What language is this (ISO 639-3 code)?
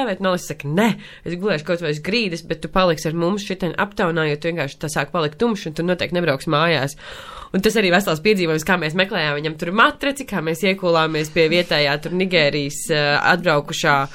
lav